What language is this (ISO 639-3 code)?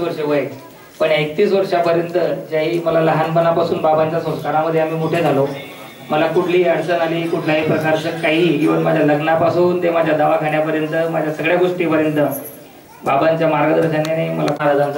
mar